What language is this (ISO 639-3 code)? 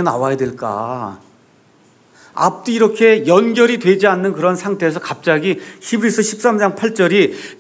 kor